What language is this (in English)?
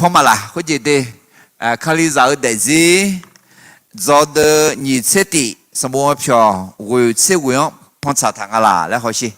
Akha